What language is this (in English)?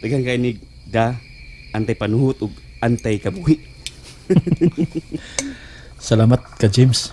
Cebuano